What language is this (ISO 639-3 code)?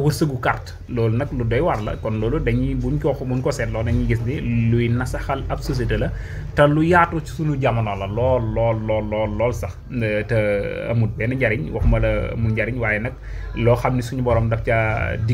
wol